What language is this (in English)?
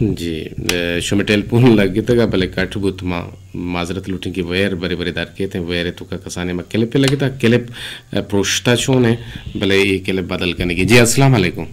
Eastern Balochi